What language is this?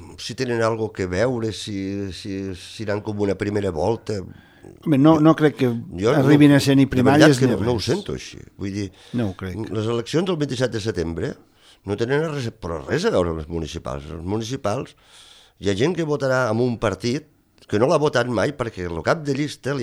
Catalan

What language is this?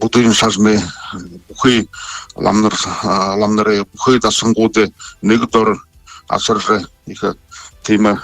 Buriat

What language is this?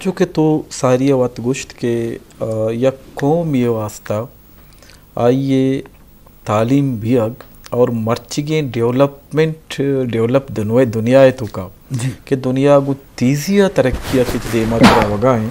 Eastern Balochi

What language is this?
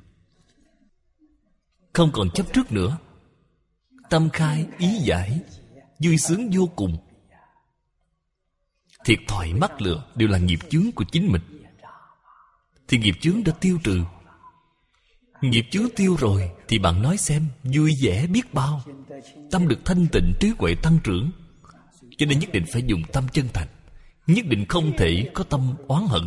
Vietnamese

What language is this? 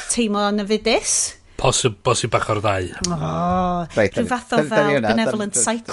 Welsh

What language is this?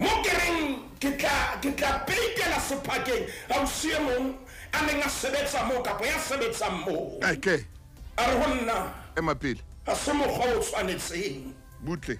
Southern Sotho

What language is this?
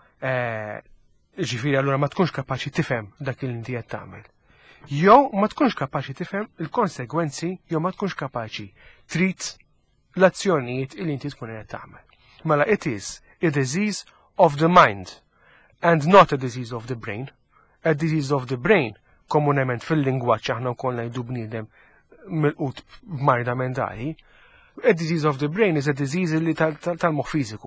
Maltese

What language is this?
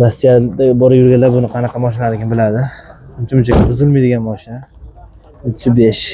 Uzbek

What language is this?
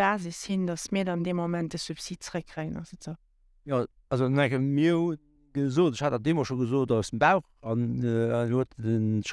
Luxembourgish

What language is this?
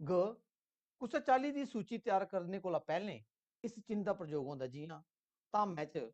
Dogri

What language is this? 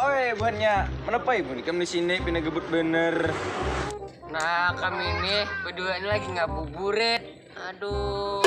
Banjar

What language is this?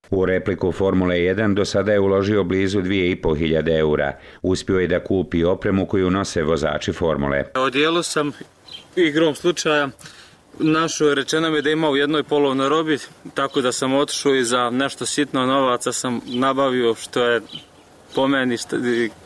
Bosnian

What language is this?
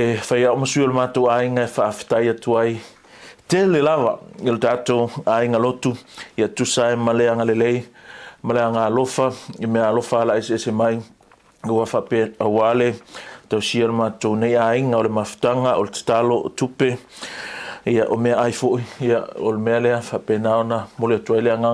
Samoan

